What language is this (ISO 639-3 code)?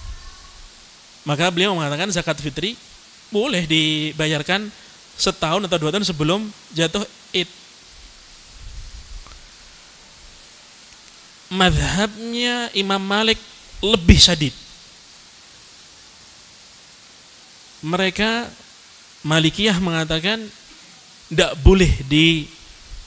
ind